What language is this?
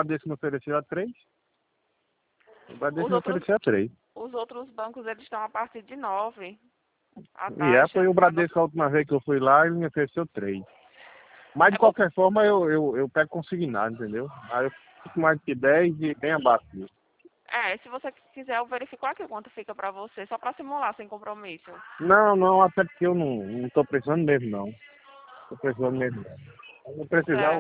Portuguese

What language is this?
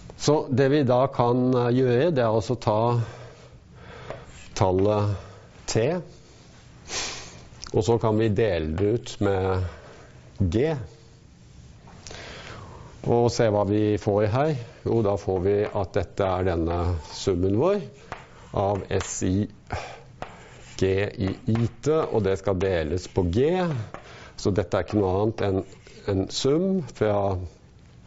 Norwegian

